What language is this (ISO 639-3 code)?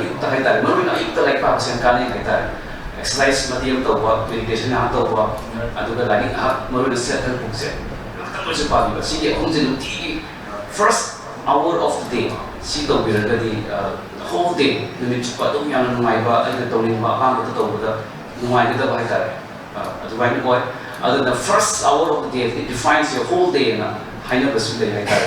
mni